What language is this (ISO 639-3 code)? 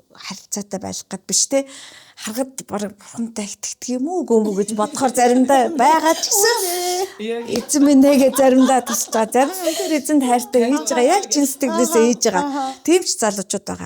mon